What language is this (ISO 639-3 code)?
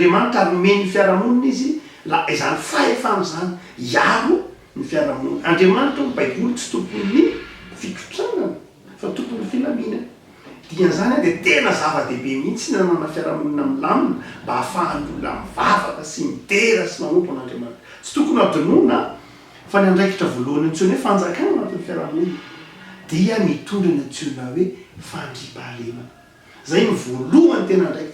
mlg